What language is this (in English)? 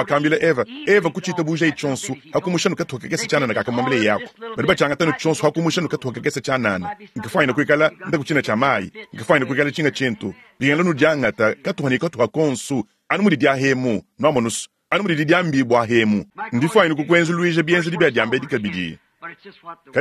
Luba-Lulua